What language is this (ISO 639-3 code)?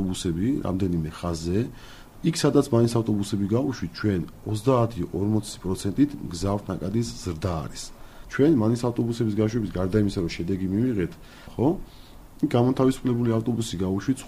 kat